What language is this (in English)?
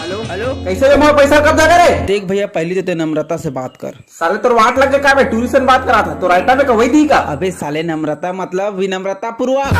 Chhattisgarhi